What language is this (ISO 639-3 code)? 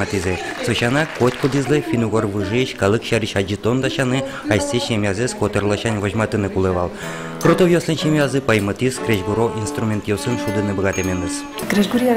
udm